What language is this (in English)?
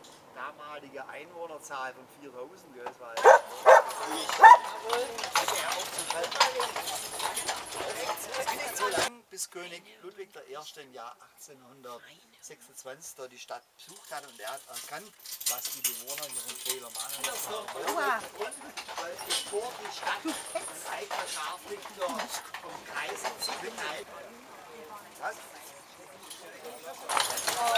German